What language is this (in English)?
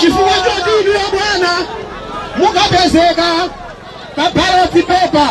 Nyanja